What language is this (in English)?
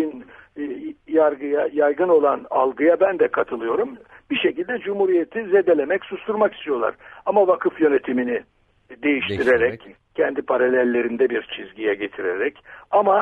Turkish